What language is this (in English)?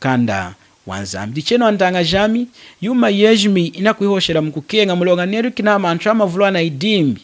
Lunda